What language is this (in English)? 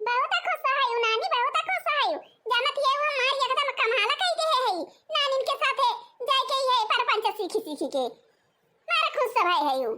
Awadhi